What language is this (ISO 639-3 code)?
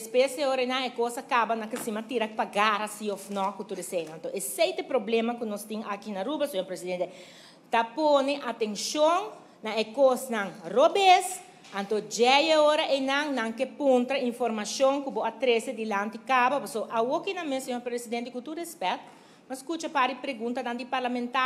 pap